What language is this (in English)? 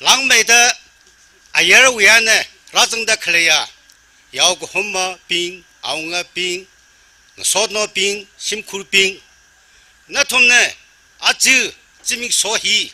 Tangkhul Naga (India)